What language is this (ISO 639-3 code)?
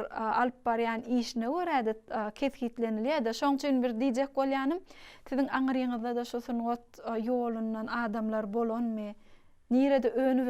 tuk